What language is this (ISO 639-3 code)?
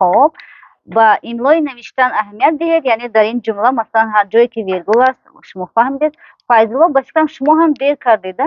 tgk